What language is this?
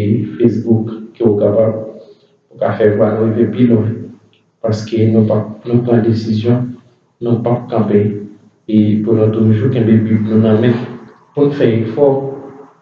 Haitian Creole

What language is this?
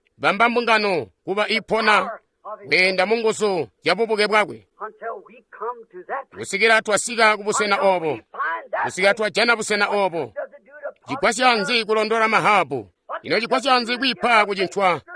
Tonga (Zambia)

